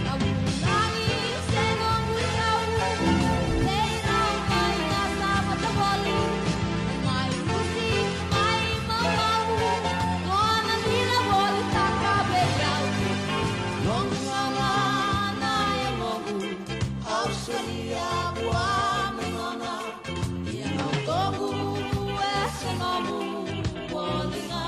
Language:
Fijian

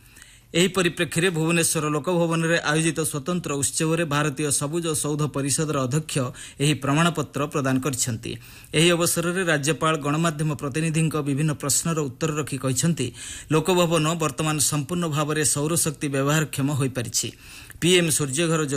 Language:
Odia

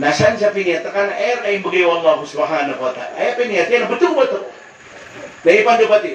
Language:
Maranao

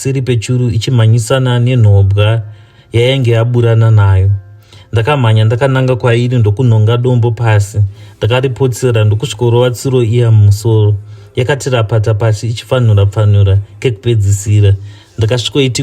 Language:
Shona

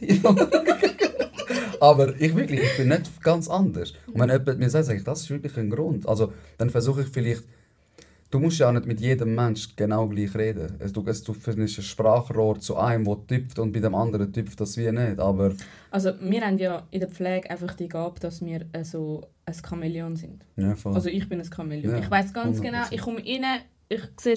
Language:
Swiss German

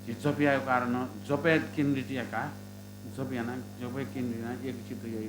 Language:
Newari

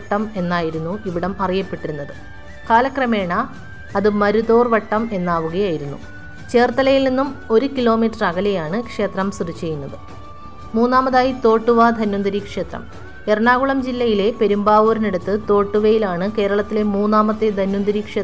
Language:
Malayalam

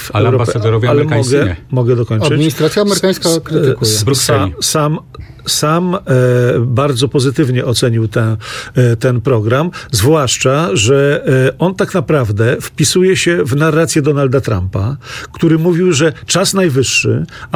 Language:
Polish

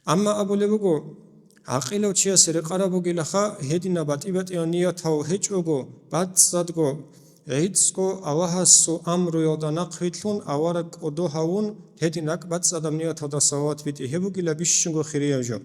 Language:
Avaric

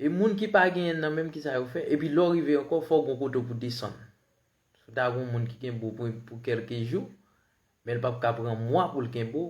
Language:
Haitian Creole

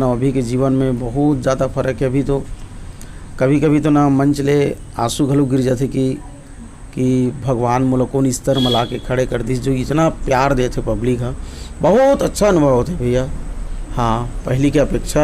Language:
Chhattisgarhi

